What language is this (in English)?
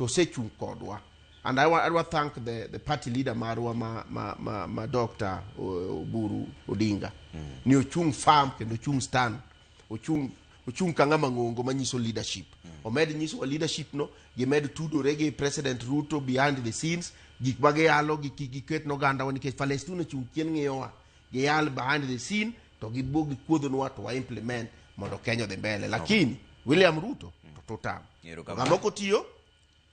Luo (Kenya and Tanzania)